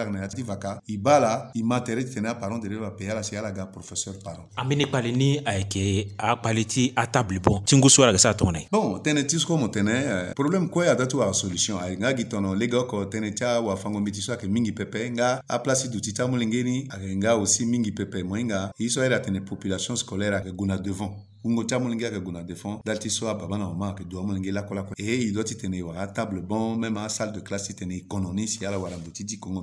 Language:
Sango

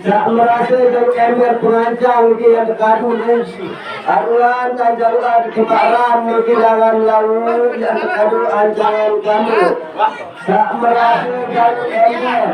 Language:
Sasak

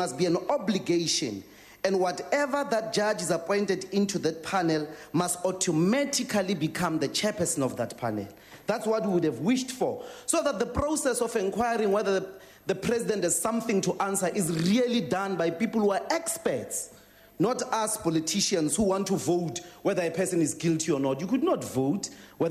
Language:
English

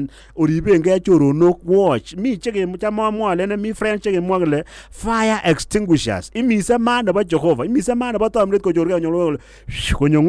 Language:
Kalenjin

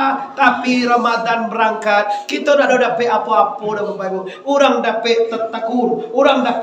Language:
Minangkabau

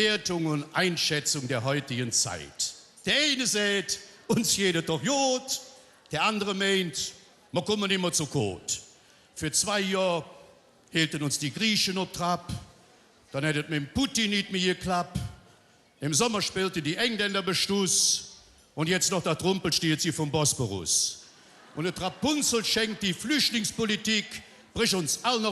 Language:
Colognian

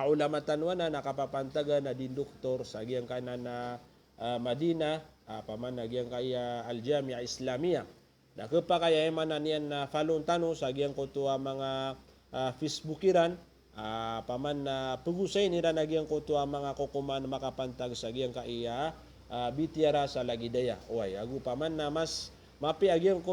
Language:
Maranao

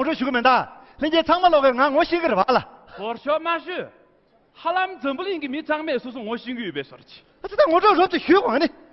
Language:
Tibetan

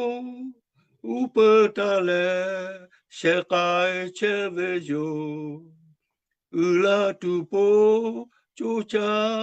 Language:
Lahu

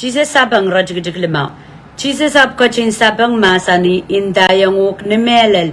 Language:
Pohnpeian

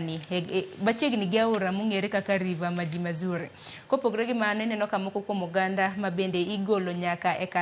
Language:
Luo (Kenya and Tanzania)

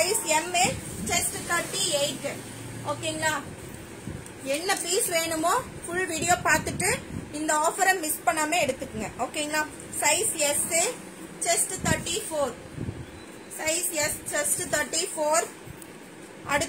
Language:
Tamil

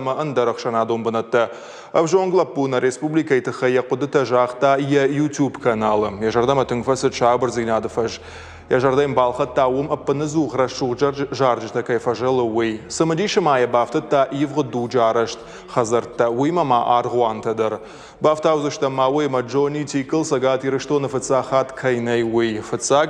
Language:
Ossetic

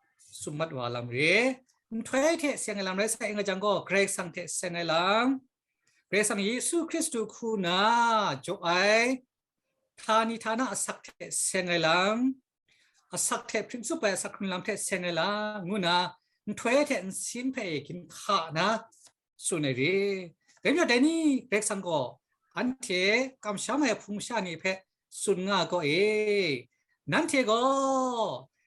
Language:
Kachin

